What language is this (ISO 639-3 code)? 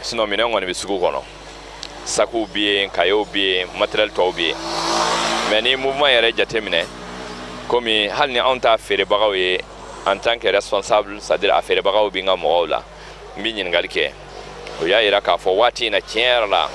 bam